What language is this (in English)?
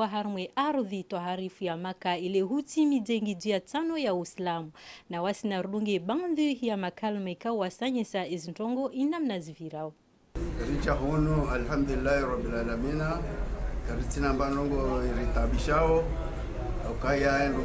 Ngazidja Comorian